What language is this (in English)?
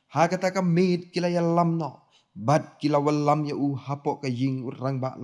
Khasi